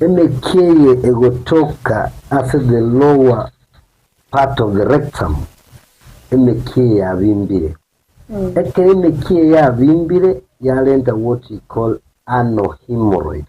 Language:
Gusii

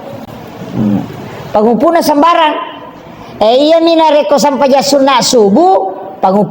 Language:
Buginese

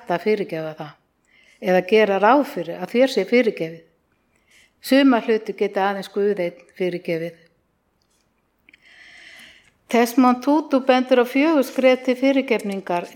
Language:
Icelandic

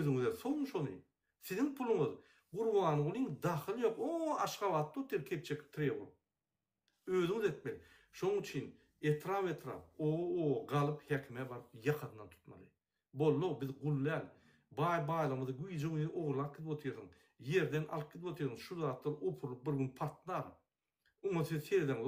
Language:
Turkmen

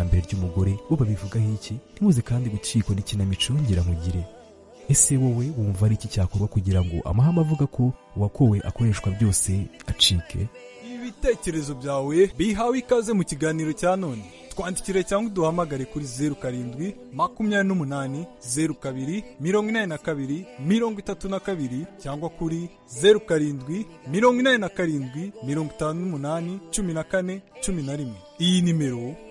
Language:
Kinyarwanda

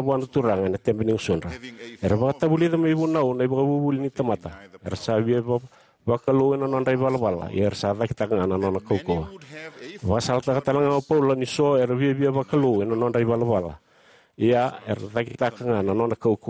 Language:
Fijian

